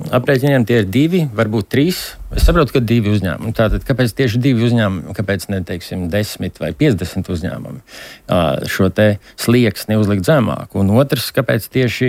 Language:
Latvian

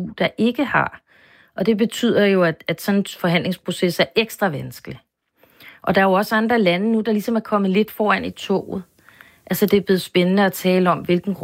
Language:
Danish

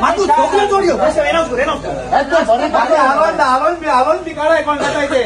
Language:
Konkani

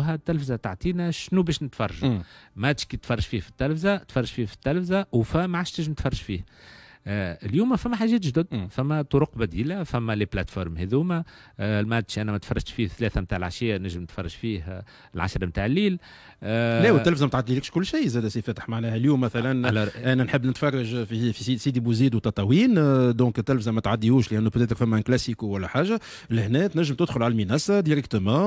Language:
Tunisian Arabic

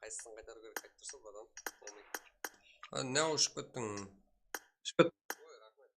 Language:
Kara-Kalpak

